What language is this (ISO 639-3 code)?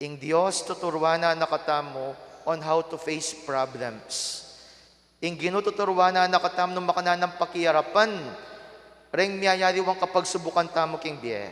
pam